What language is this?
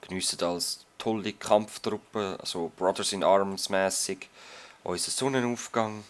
Swiss German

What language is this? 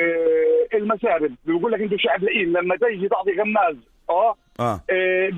North Levantine Arabic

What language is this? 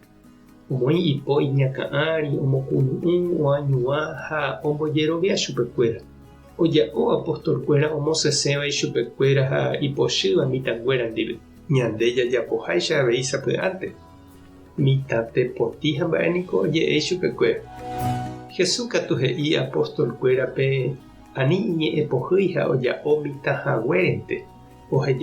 Guarani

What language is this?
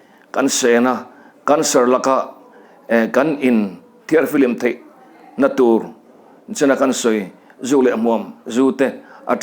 Mizo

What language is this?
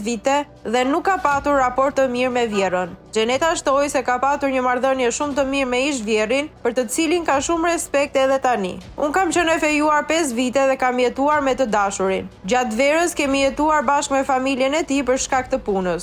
Albanian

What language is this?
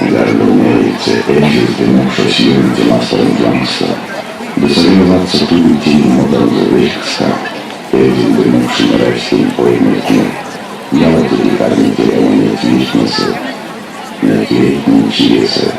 Erzya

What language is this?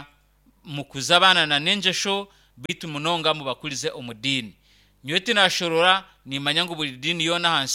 Nyankole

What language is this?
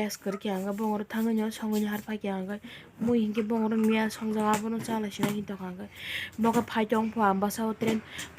Kok Borok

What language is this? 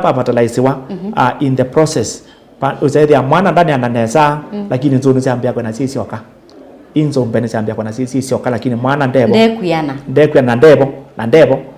Kamba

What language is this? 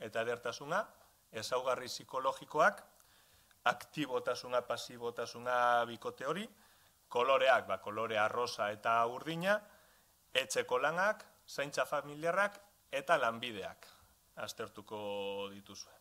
Basque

